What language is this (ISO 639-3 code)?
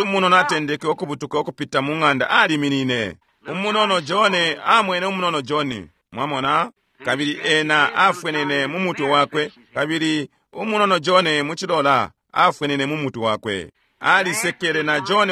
bem